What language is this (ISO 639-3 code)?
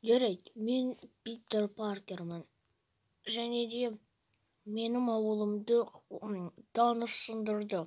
kaz